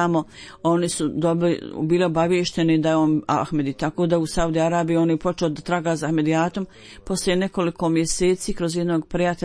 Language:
Bosnian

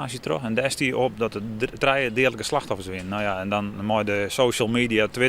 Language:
Western Frisian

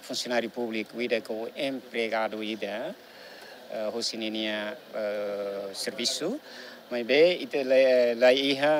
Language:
Tetum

